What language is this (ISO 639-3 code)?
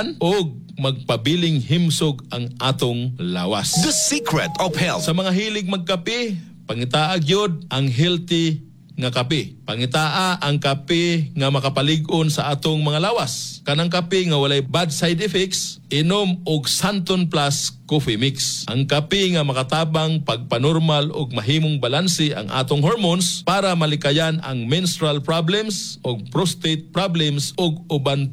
ceb